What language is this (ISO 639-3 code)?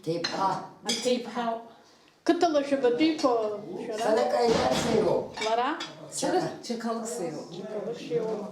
abk